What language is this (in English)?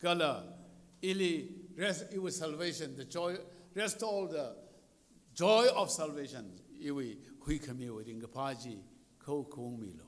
Tangkhul Naga (India)